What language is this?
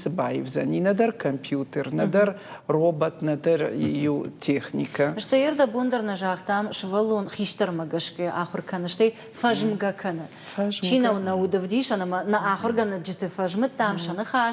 Ossetic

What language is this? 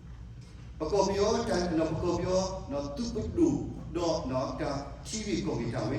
S'gaw Karen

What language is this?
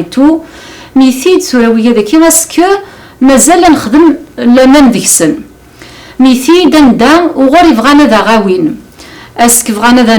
Kabyle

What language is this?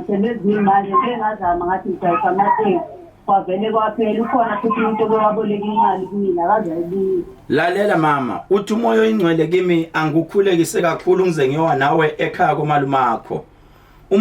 Zulu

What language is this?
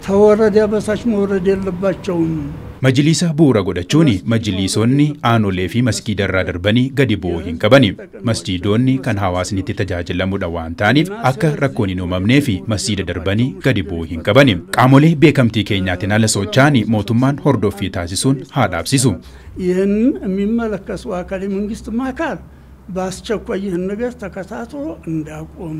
Oromo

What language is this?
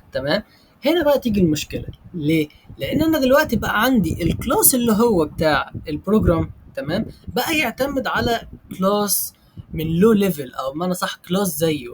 Egyptian Arabic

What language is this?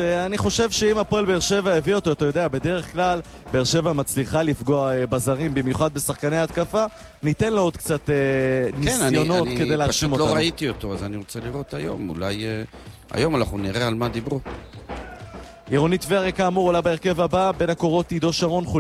Hebrew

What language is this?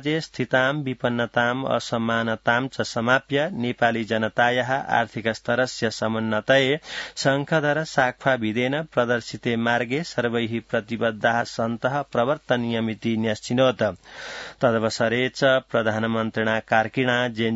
Sanskrit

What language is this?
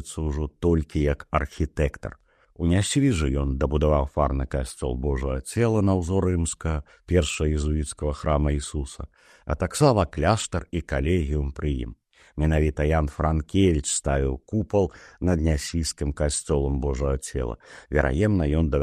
Belarusian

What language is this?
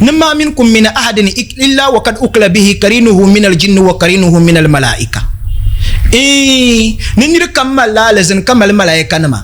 Dagbani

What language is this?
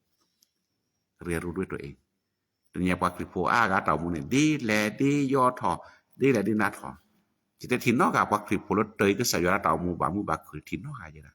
S'gaw Karen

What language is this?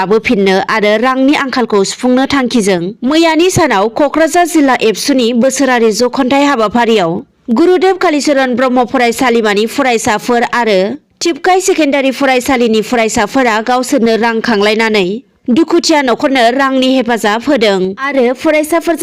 Bodo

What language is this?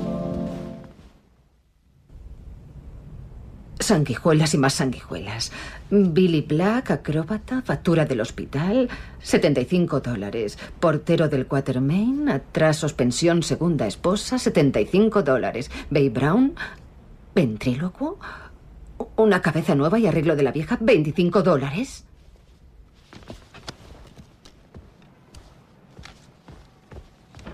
Spanish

